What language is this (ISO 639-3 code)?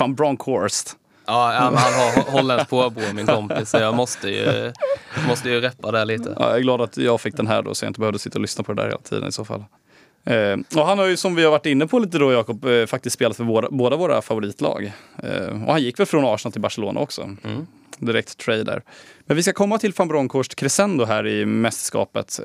swe